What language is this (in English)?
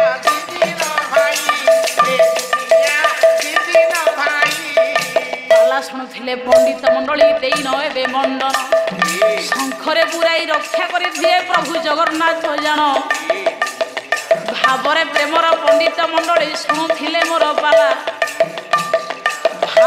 Odia